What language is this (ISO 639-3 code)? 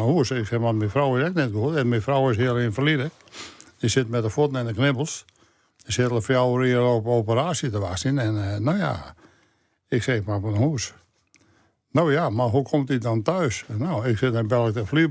fry